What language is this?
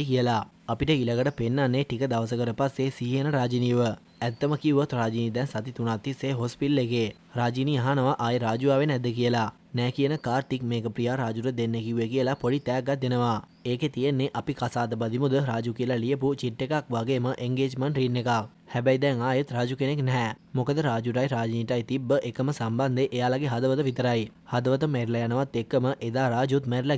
Sinhala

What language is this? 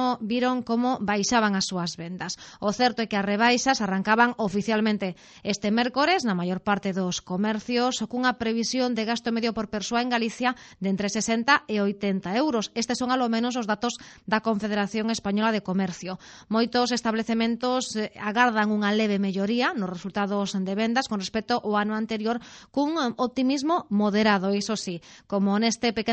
Galician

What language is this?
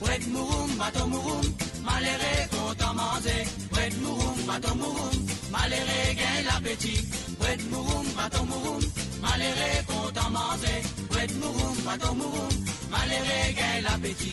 Morisyen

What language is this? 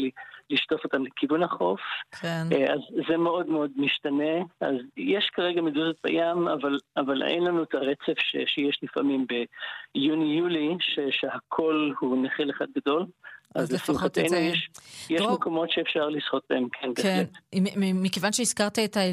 Hebrew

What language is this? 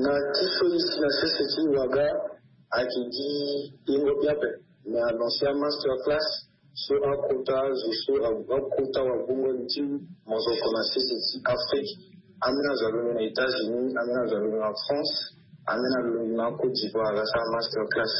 Sango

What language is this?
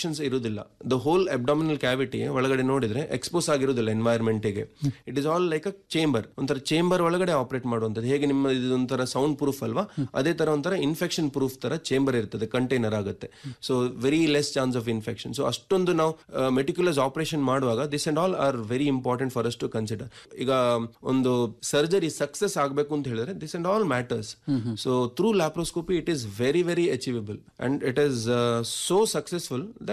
Kannada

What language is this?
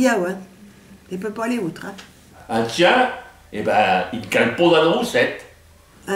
Picard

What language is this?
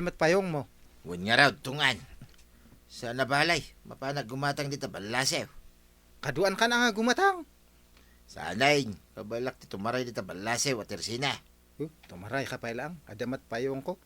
Iloko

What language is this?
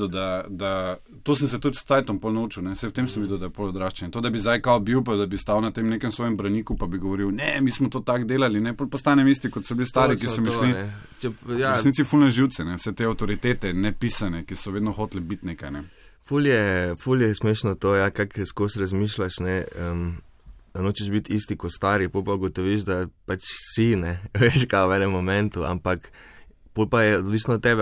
Slovenian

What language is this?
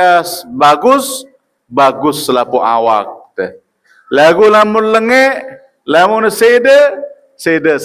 Sasak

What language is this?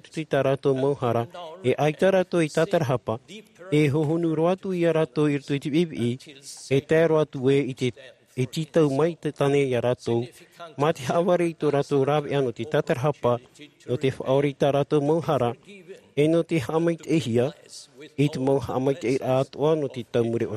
Tahitian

